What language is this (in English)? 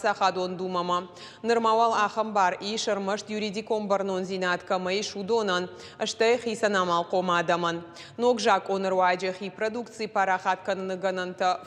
Ossetic